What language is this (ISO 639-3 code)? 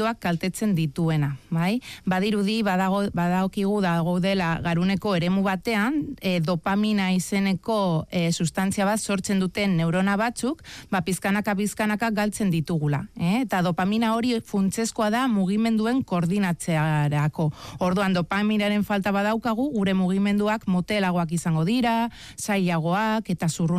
eus